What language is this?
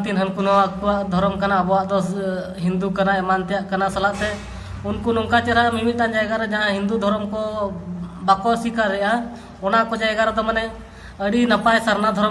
Santali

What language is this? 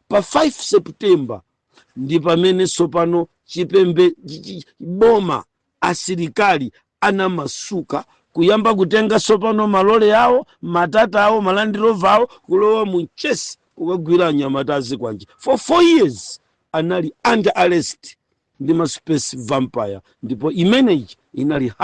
Nyanja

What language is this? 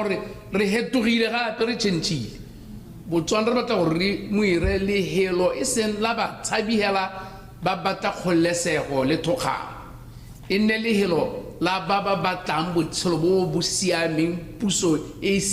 Tswana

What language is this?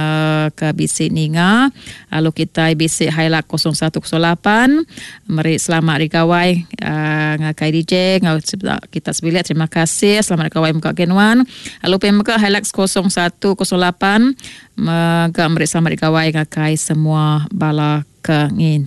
Iban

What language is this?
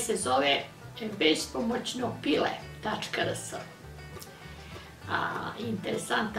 Serbian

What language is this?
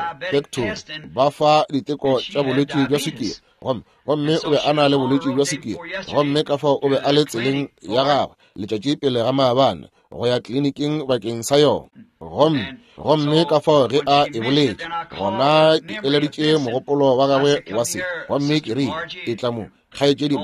Northern Sotho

